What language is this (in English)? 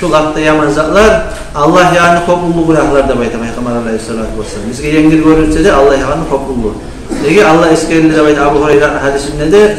Kumyk